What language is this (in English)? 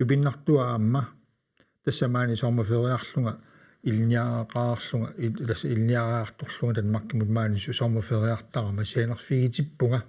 Kalaallisut